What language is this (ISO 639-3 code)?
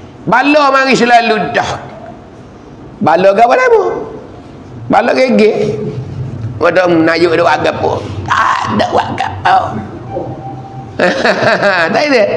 mfa